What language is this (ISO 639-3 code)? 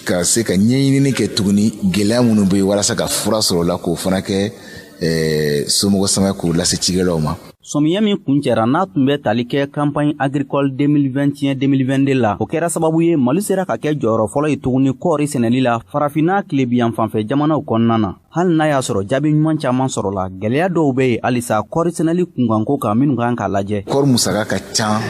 bam